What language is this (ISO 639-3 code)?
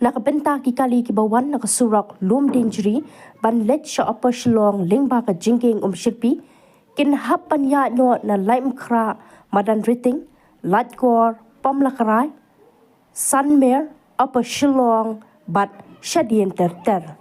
kha